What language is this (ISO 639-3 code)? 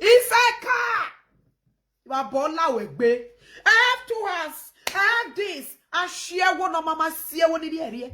pcm